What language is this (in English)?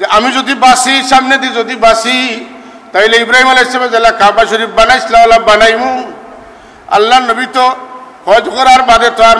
Sylheti